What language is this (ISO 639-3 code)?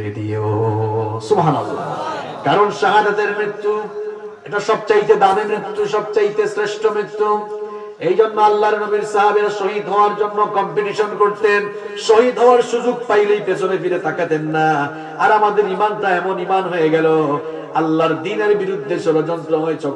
syl